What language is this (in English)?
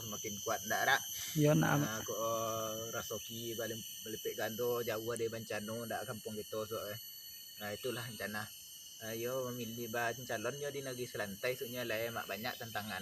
Minangkabau